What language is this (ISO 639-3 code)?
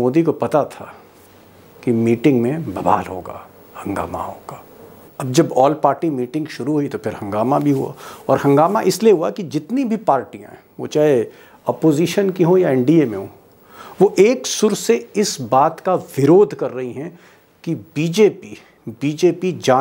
hin